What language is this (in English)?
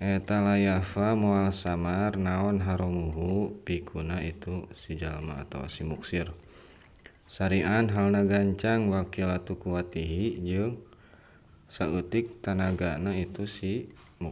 Sundanese